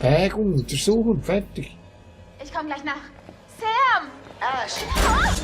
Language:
Swiss German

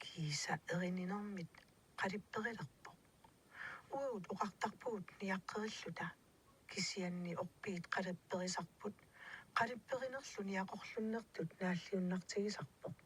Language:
Kalaallisut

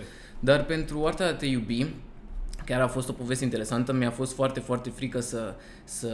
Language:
Romanian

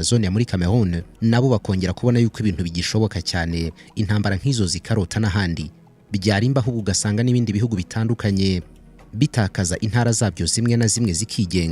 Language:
Kinyarwanda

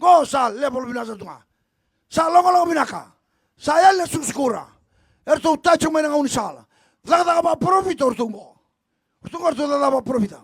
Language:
Fijian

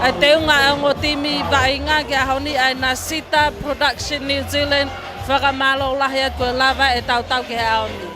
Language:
Tongan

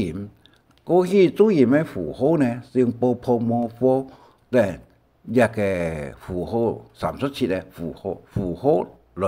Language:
Hakka Chinese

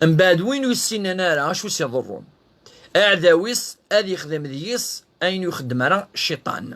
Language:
Kabyle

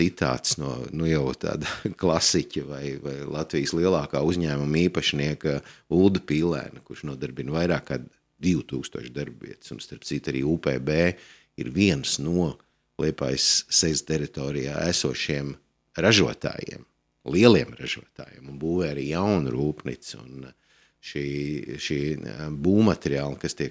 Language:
Latvian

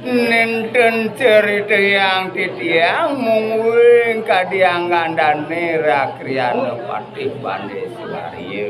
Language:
Balinese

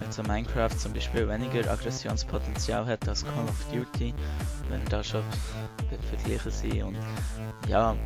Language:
Swiss German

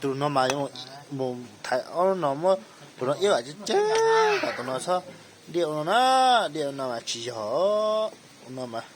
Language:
Hmong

